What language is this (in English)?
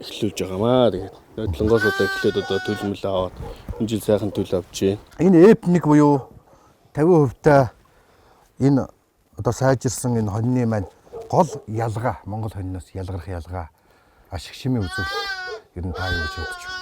Mongolian